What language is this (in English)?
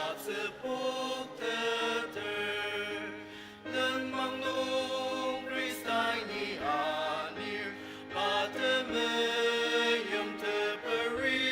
Ao Naga